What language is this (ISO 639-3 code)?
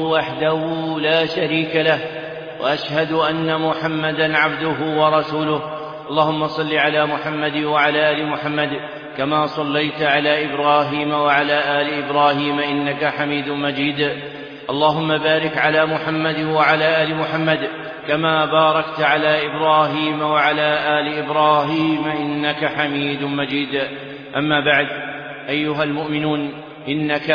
ara